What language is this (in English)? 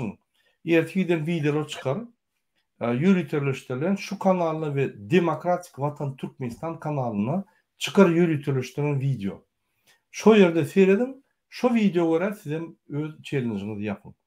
Turkmen